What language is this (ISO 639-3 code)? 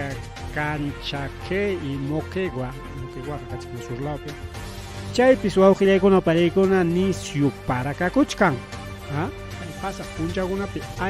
quy